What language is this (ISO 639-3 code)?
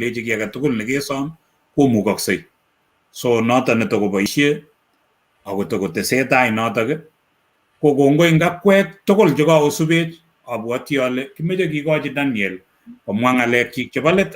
kln